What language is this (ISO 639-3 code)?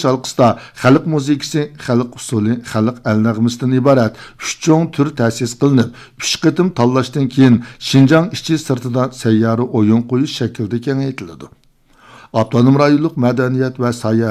uig